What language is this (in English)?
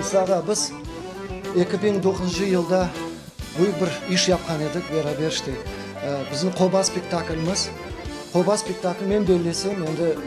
Crimean Tatar